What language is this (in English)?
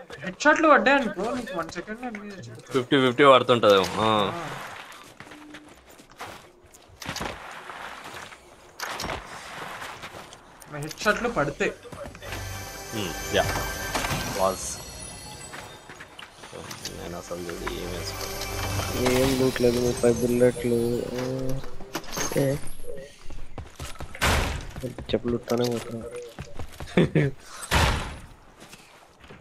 Telugu